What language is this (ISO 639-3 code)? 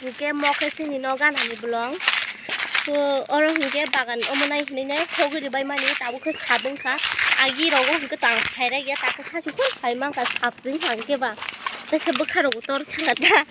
trp